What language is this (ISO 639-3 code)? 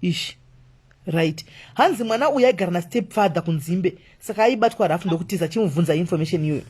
sna